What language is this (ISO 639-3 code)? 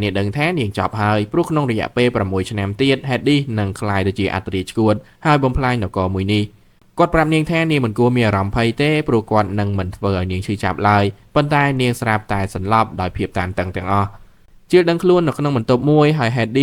khm